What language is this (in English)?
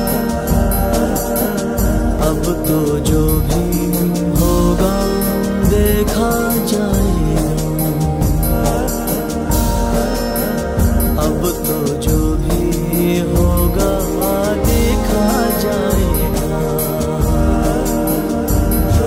Hindi